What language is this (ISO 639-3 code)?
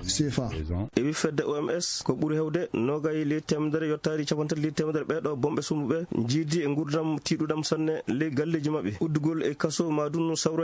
ffm